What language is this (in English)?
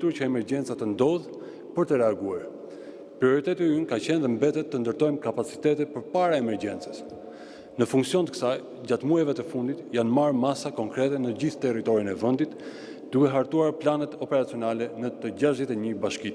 Albanian